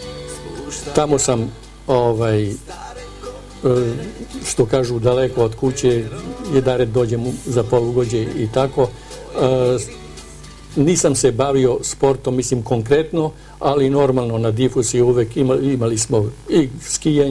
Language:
Serbian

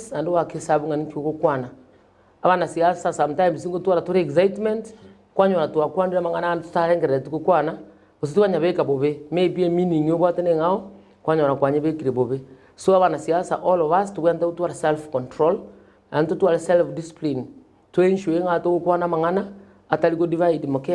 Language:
Gusii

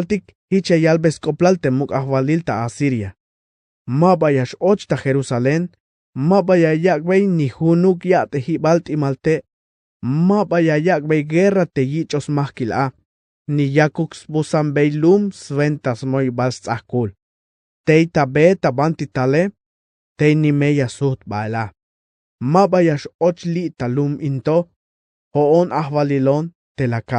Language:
Tzeltal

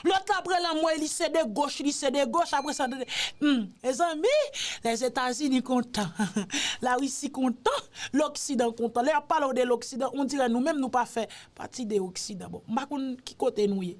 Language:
Haitian Creole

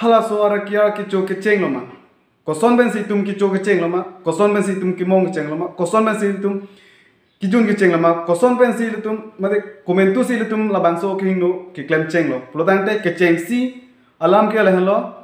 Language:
Karbi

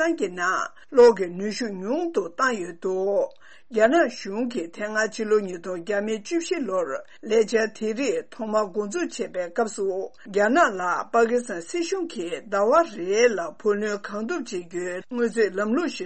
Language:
Tibetan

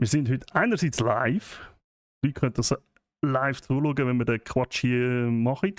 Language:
Swiss German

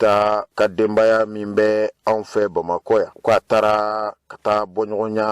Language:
Bambara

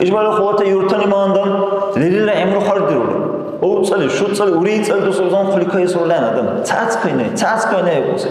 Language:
Dargwa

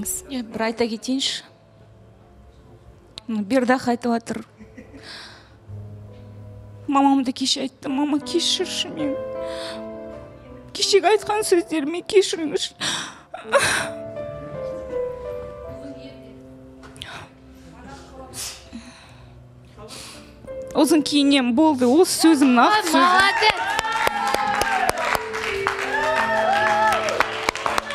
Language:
Kazakh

